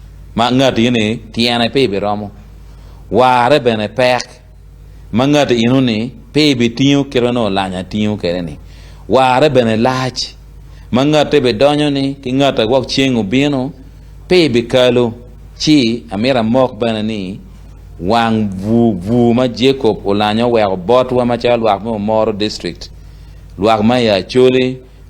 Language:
Acoli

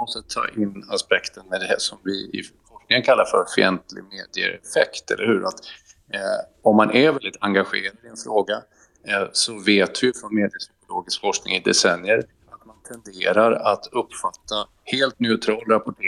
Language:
Swedish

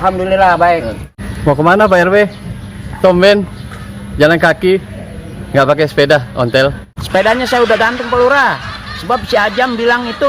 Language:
Betawi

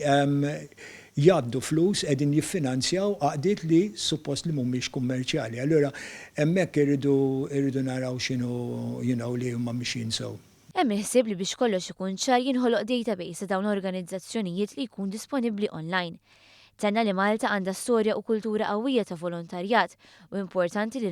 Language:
Maltese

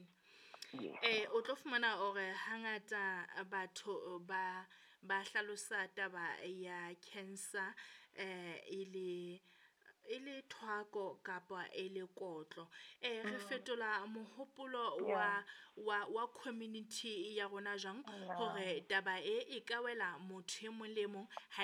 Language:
Southern Sotho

